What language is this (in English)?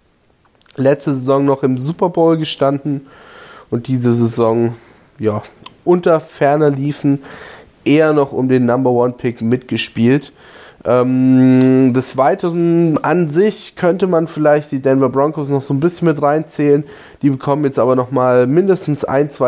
German